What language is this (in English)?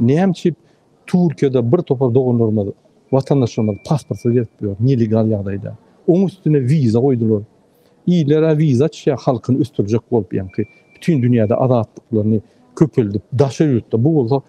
Turkmen